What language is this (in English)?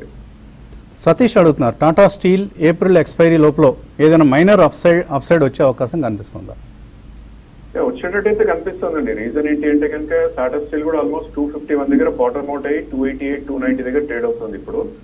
Telugu